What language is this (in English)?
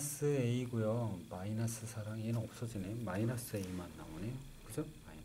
Korean